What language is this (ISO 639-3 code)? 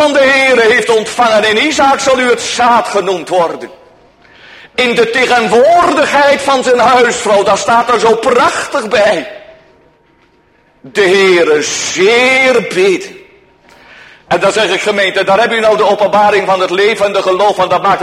nld